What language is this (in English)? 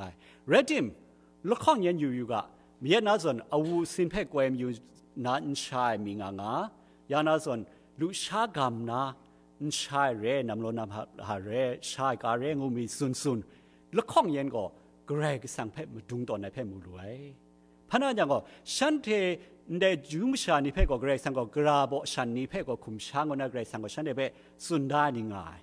Kachin